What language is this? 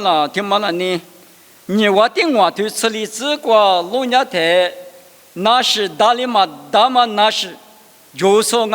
Lisu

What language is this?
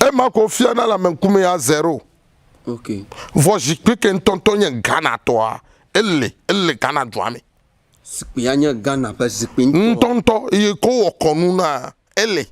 Ewe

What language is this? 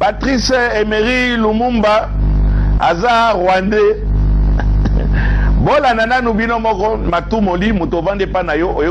Lingala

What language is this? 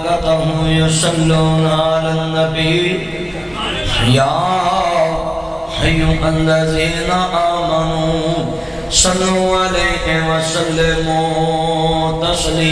Western Panjabi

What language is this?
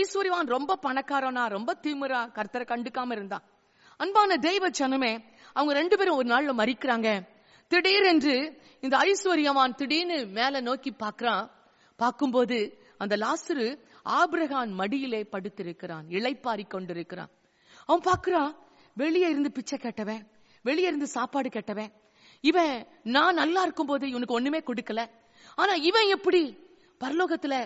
Tamil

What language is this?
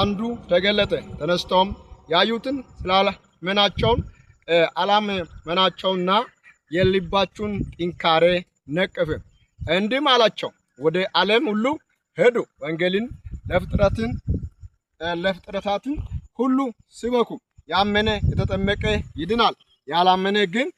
Amharic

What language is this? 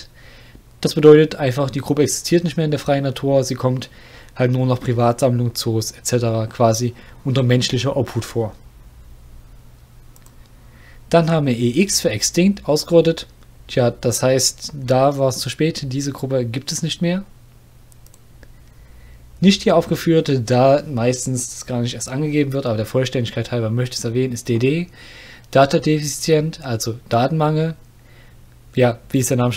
German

